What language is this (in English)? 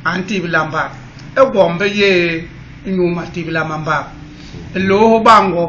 Basaa